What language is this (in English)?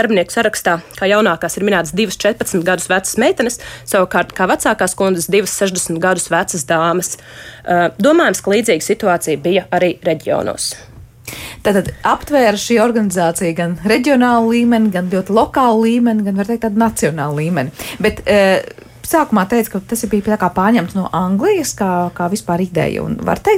Latvian